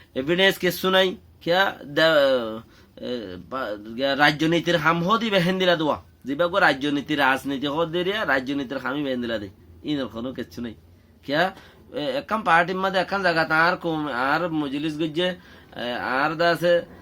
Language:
Rohingya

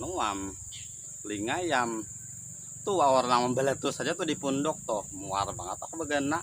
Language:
Banjar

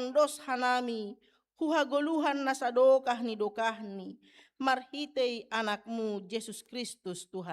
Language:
Batak Simalungun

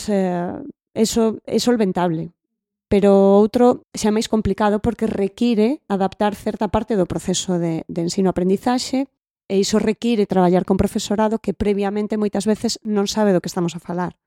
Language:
Galician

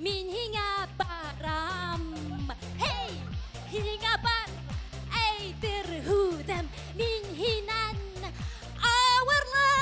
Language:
Bashkir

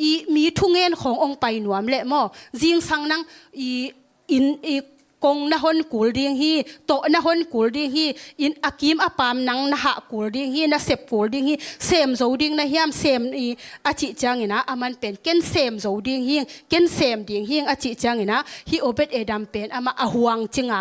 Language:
Tedim Chin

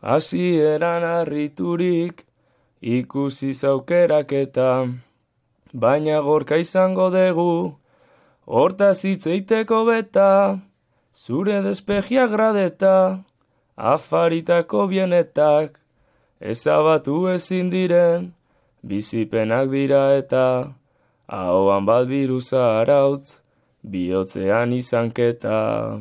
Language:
Basque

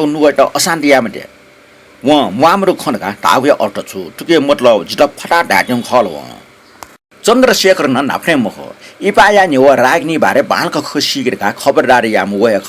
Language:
Newari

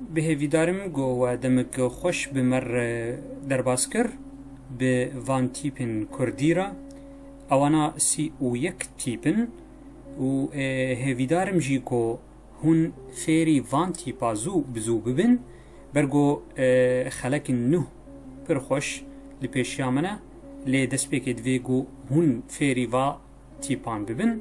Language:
Kurdish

